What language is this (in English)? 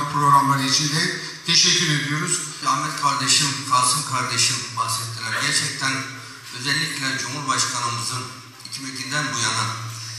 Turkish